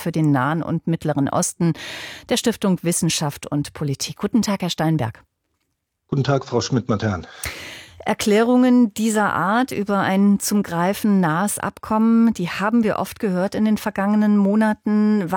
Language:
German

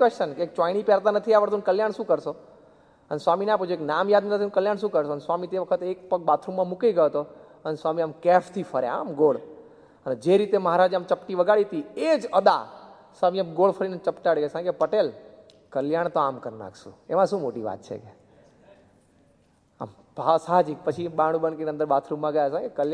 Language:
Gujarati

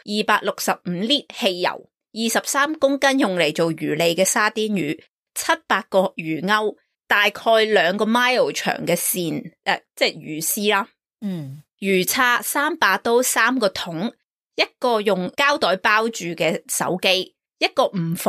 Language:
Cantonese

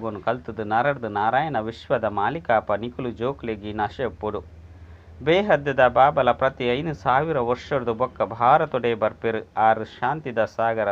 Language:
Tulu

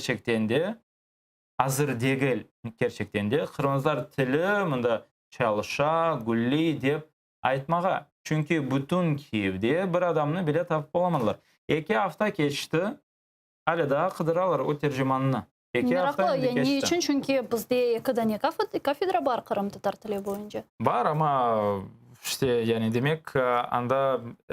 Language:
Crimean Tatar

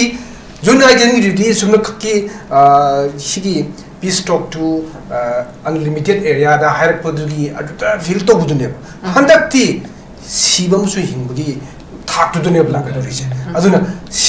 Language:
Manipuri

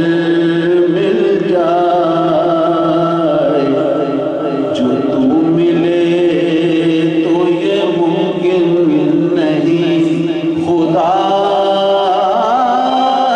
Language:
Urdu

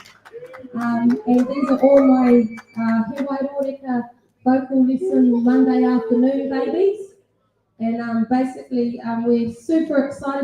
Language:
Māori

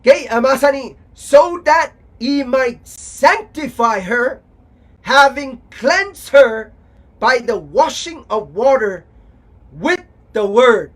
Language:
Pohnpeian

